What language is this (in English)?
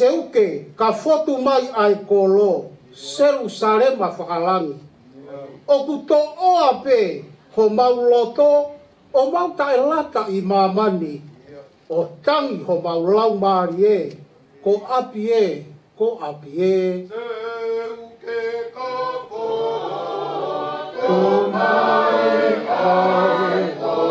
Tongan